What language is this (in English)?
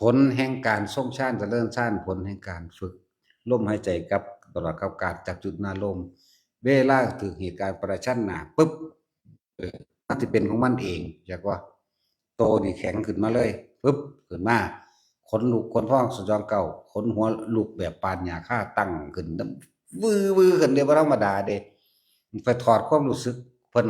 Northeastern Thai